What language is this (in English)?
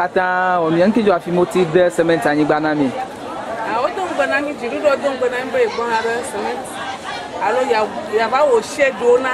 Ewe